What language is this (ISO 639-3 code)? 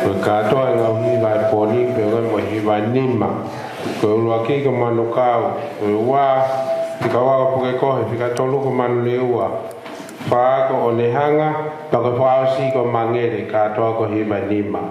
ton